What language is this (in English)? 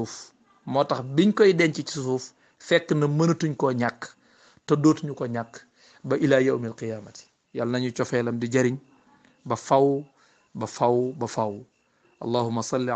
Wolof